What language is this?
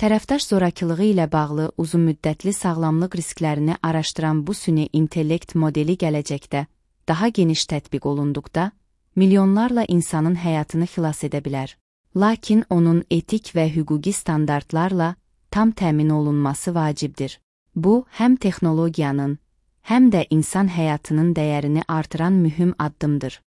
Azerbaijani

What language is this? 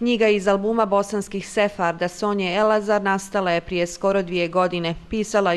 Bosnian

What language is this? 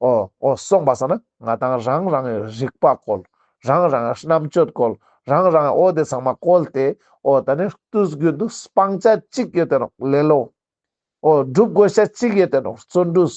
Ladakhi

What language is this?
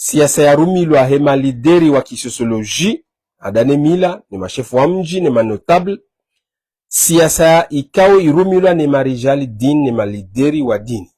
Ngazidja Comorian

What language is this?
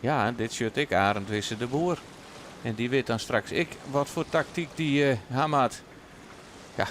Western Frisian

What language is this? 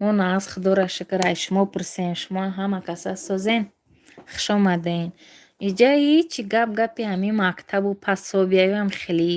Tajik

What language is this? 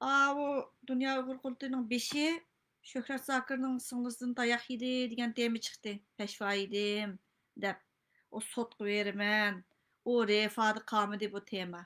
Uyghur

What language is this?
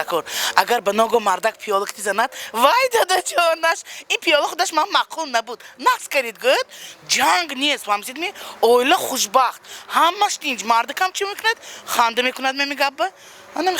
Tajik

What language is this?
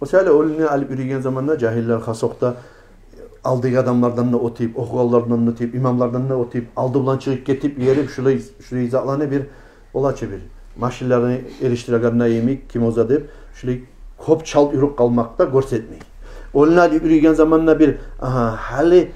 Kumyk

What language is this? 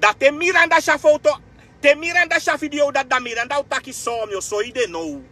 Sranan Tongo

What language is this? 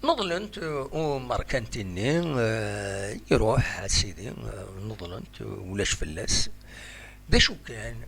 Kabyle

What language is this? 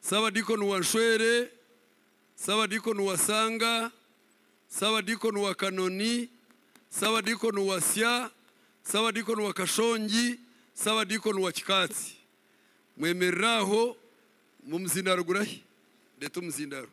Nyankole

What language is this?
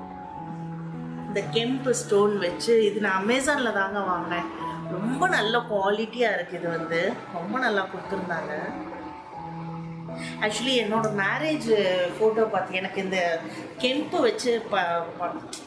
Tamil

